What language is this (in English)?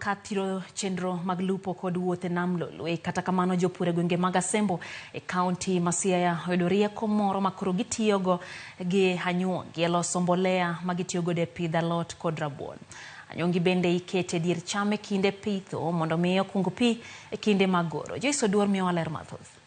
Luo (Kenya and Tanzania)